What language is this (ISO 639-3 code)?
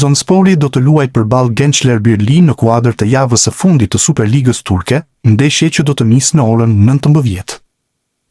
sqi